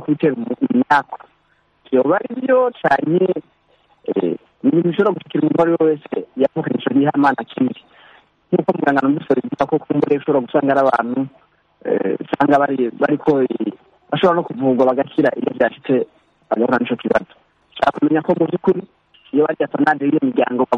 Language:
Kinyarwanda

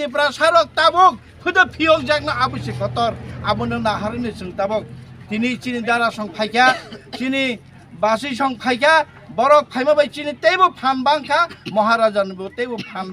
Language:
Kok Borok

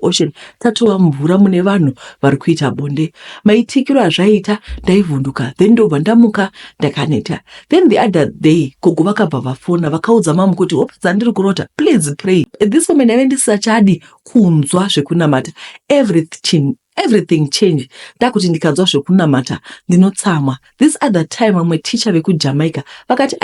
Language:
Shona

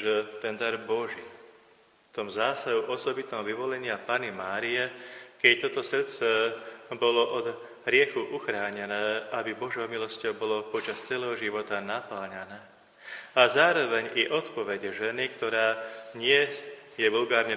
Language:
Slovak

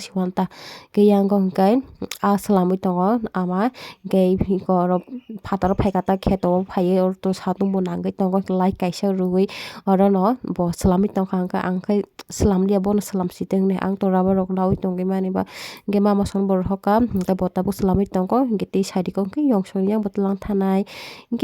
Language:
Kok Borok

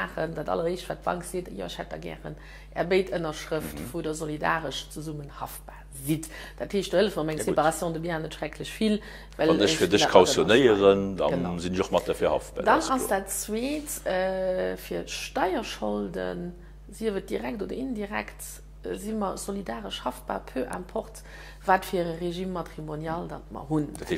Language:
Luxembourgish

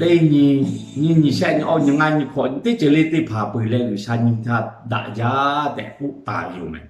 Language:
Lahu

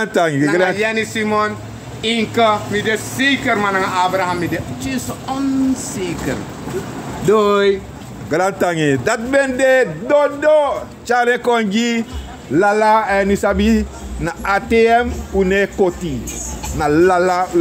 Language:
Sranan Tongo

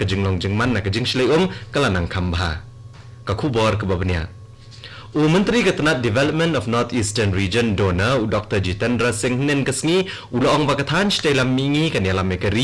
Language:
Khasi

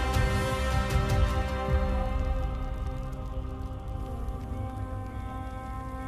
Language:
Telugu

